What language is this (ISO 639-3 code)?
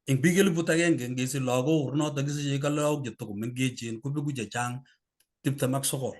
kln